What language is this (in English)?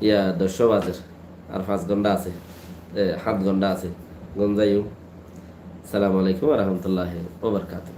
Rohingya